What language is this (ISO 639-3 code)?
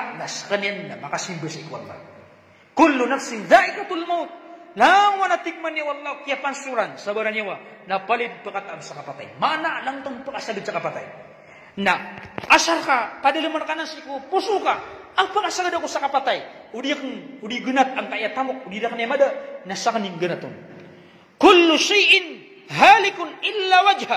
mrw